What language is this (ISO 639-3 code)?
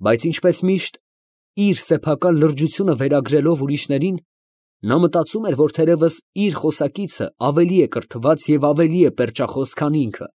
hye